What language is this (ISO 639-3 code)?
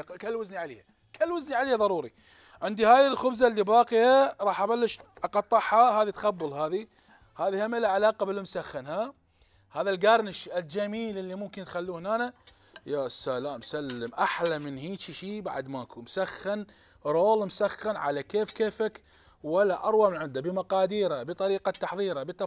acm